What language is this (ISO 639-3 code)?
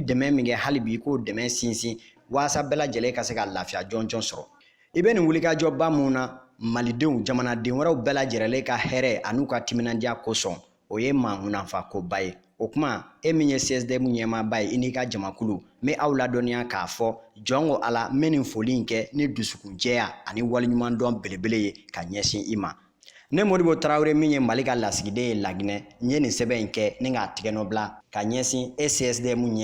bam